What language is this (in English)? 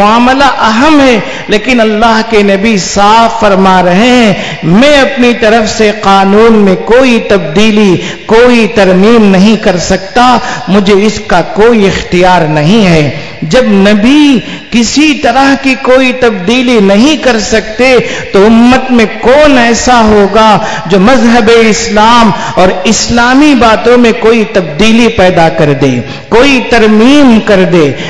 Urdu